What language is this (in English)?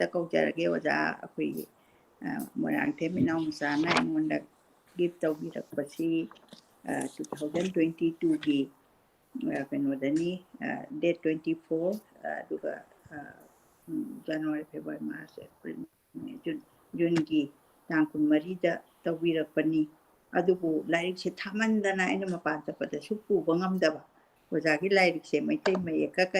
Manipuri